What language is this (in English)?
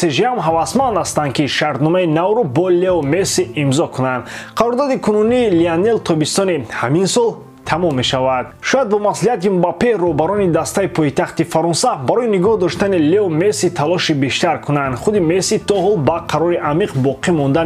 Tajik